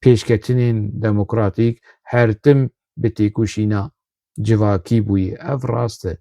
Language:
Kurdish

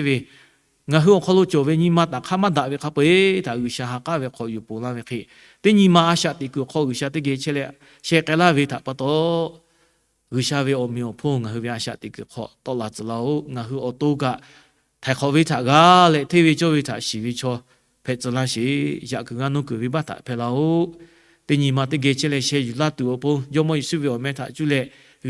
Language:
Lahu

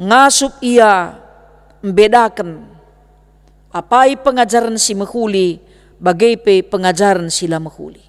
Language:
Batak Karo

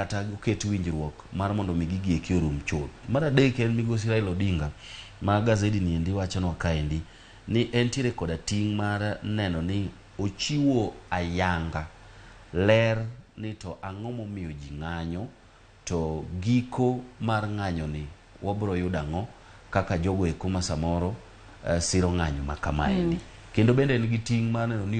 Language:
Luo (Kenya and Tanzania)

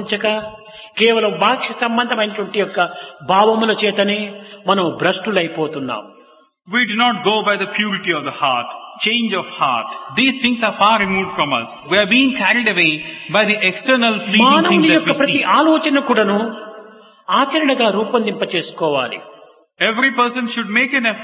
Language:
Telugu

